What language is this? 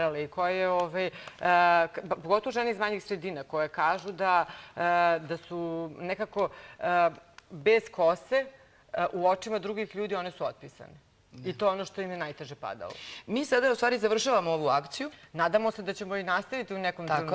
Serbian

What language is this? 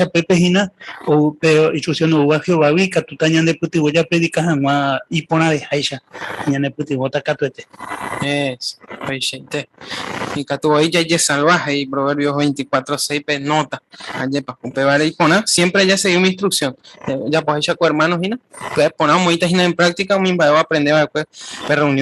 Guarani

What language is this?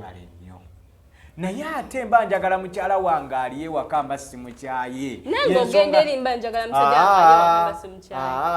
Ganda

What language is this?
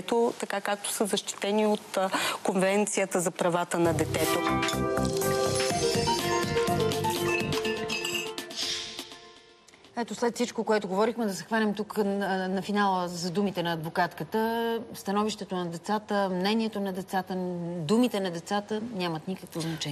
Bulgarian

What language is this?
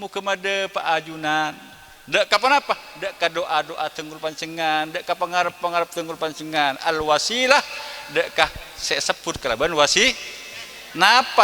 Madurese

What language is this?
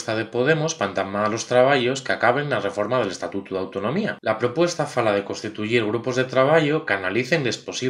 Asturian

